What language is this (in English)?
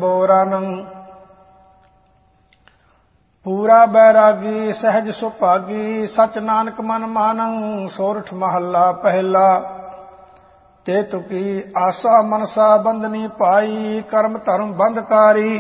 Punjabi